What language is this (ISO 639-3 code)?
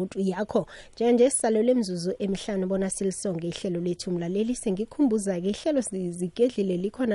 nbl